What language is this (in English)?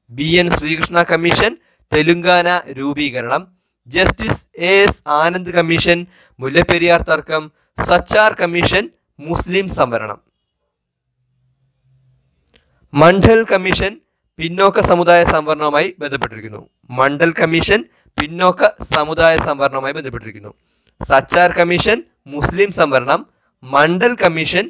Malayalam